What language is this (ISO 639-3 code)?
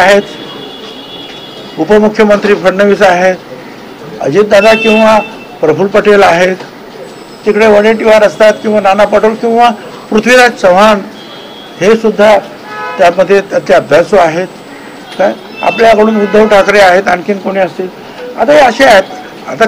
mar